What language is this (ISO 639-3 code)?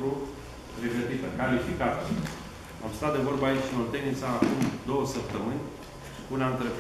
ron